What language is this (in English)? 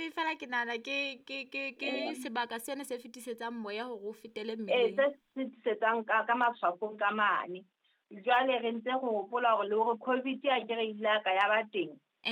Southern Sotho